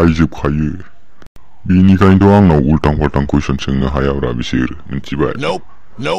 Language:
Bodo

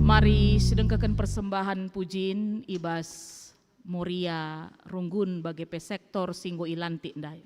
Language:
Batak Karo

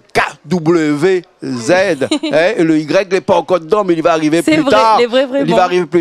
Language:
Réunion Creole French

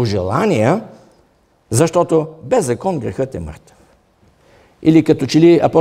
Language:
Bulgarian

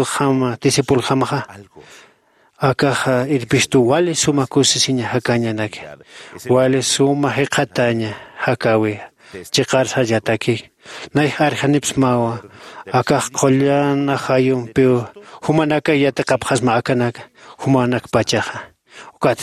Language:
Aymara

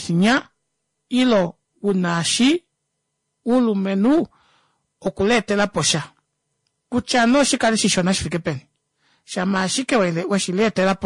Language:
Kuanyama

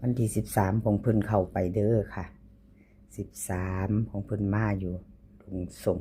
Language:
Northeastern Thai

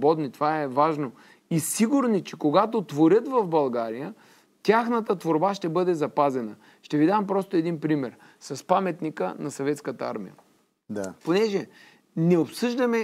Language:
Bulgarian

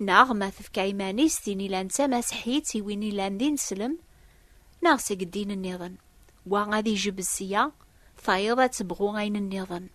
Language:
Kabyle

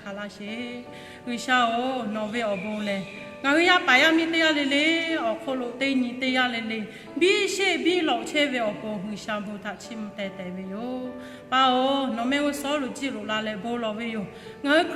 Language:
Lahu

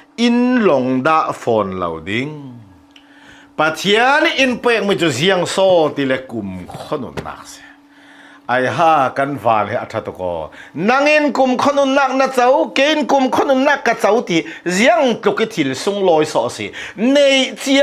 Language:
Hakha Chin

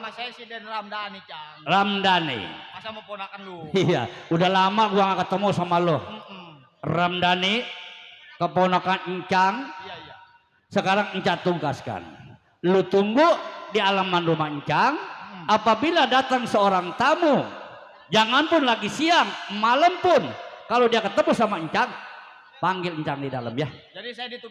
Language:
Betawi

